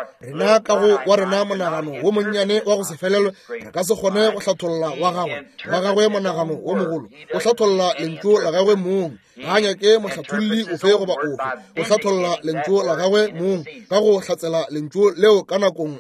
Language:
Northern Sotho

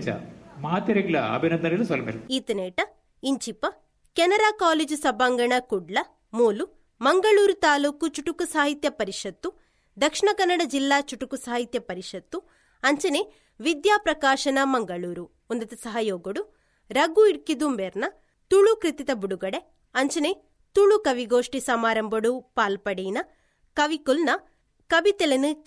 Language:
Tulu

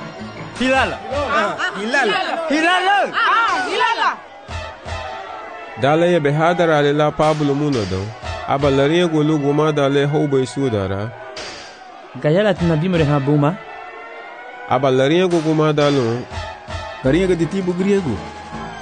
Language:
Garifuna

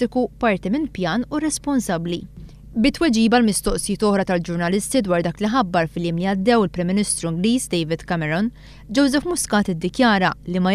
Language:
Maltese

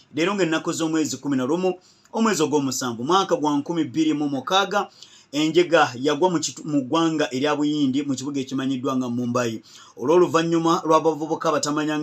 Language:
Ganda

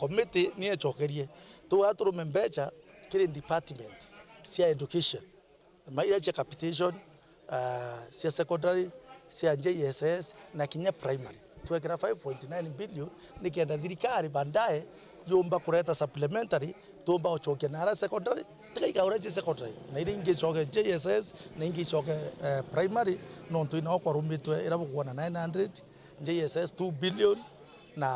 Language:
Meru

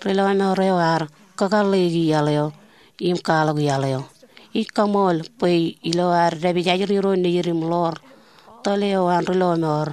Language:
Marshallese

